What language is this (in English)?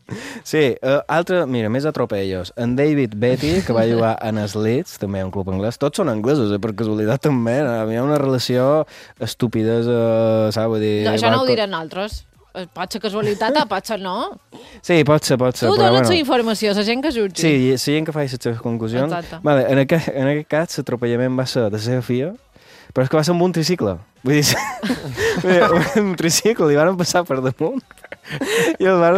Catalan